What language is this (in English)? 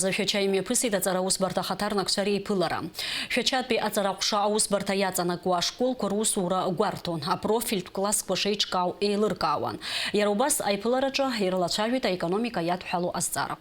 Abkhazian